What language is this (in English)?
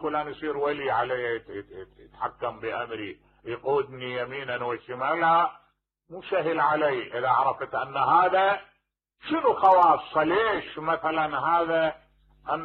Mesopotamian Arabic